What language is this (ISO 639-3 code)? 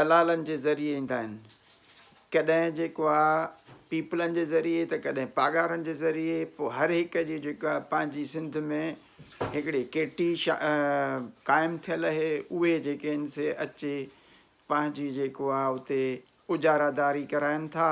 snd